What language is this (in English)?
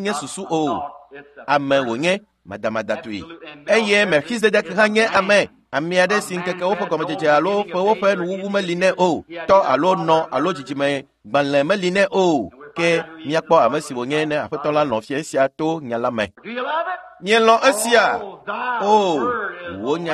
Ewe